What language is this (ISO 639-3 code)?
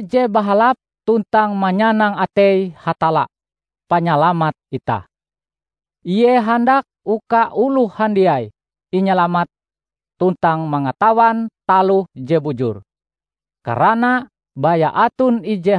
nij